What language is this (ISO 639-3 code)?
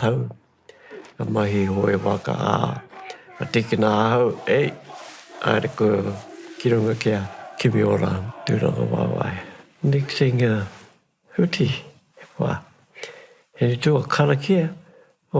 mri